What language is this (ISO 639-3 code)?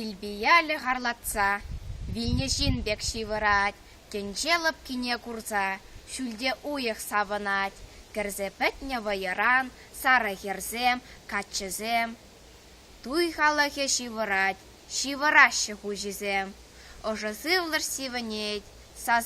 chv